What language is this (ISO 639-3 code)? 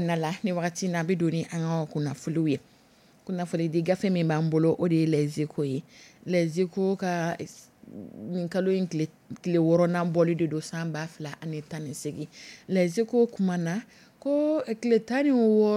dyu